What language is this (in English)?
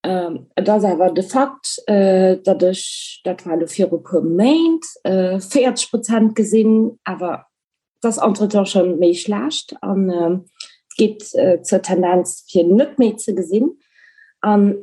Luxembourgish